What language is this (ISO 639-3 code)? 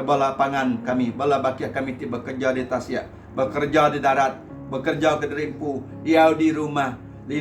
iba